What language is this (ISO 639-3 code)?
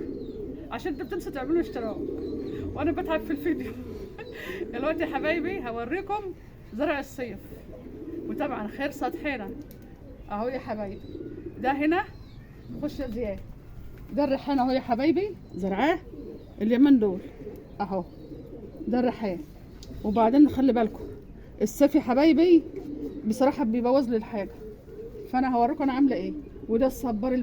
arz